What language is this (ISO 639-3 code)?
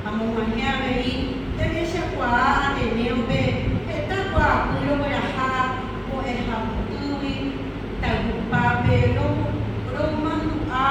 grn